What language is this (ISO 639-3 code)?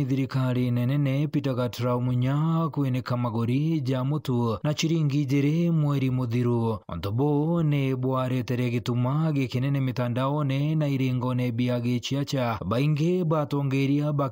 mer